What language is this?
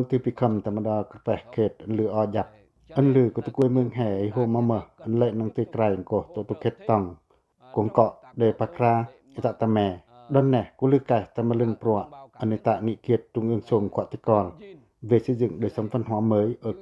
Pacoh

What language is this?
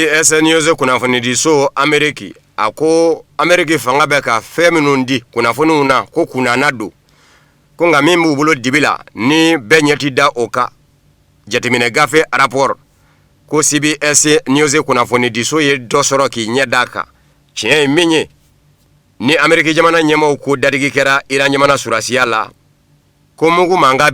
Bambara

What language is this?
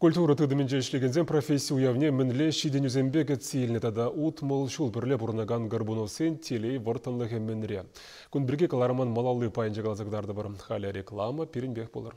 Chuvash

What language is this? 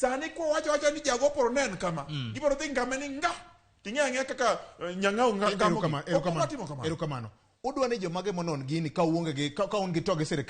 Luo (Kenya and Tanzania)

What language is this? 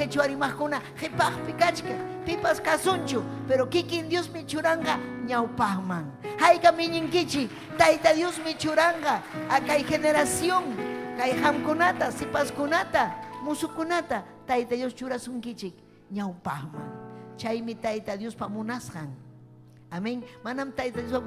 Ayacucho Quechua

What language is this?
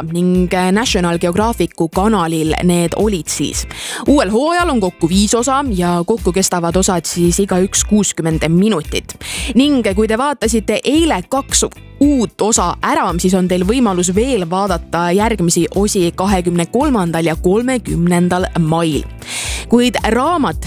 Estonian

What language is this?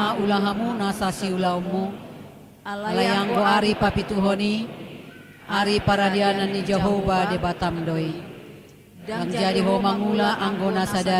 Batak Toba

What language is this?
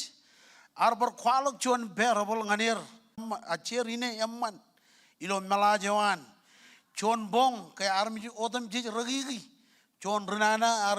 Marshallese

